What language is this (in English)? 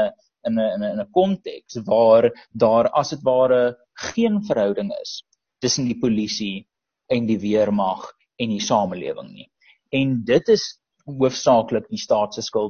Afrikaans